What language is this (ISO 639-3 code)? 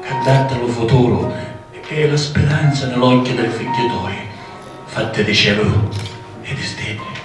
scn